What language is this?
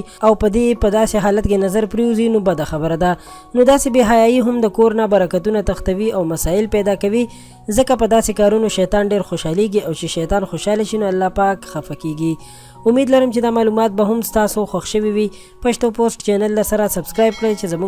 Pashto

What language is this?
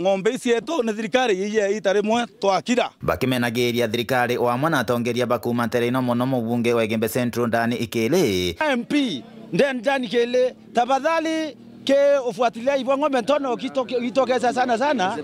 Meru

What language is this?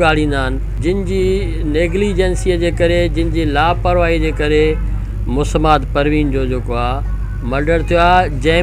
Sindhi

